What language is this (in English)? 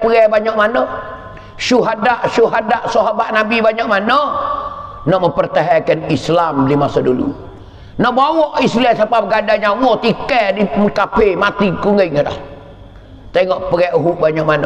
Pattani Malay